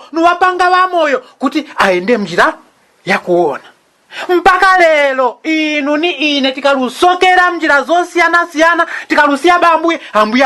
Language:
Nyanja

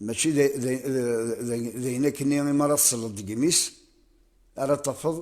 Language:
Kabyle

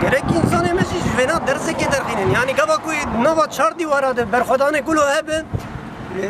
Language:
Kurdish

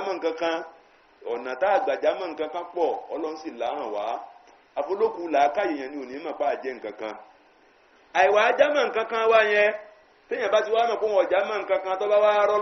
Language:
Yoruba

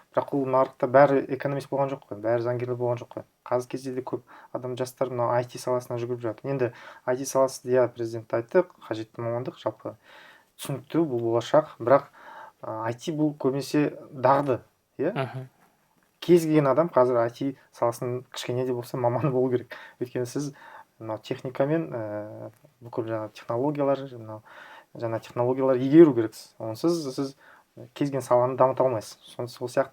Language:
Kazakh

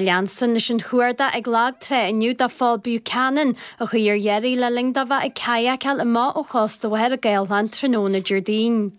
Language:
Irish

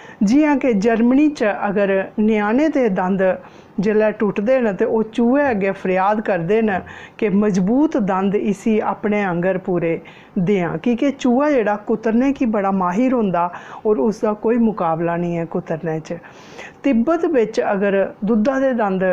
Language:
Dogri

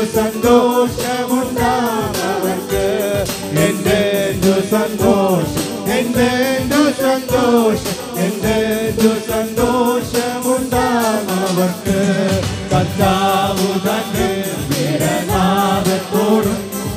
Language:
Malayalam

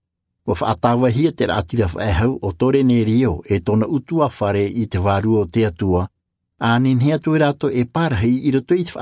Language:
Tahitian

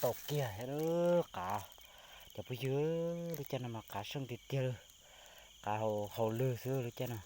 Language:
Hmong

